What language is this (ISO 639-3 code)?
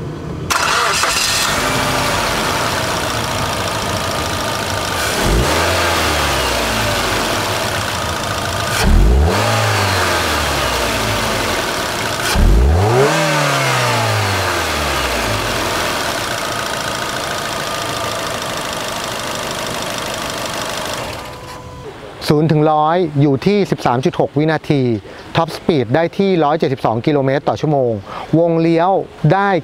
tha